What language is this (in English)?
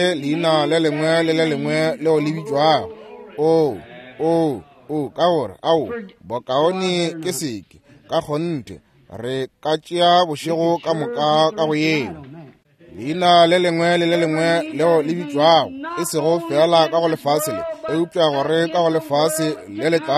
Northern Sotho